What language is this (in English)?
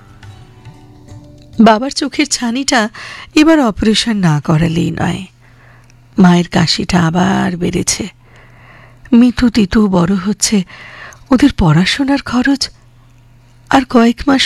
Bangla